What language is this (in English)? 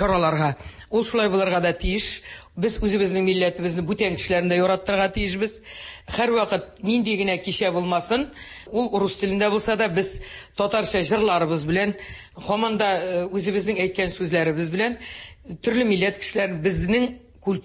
Tatar